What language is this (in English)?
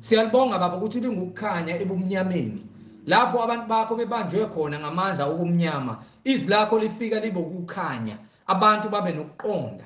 Zulu